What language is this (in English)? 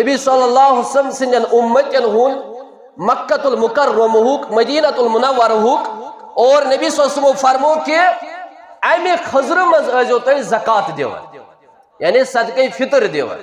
Kashmiri